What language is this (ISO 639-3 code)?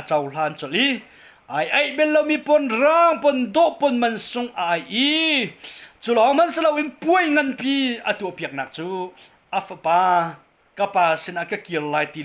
cnh